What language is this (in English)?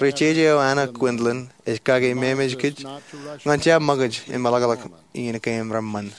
Marshallese